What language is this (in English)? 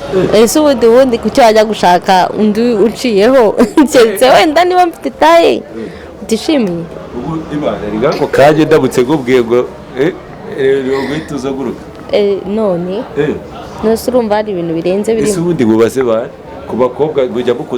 Kinyarwanda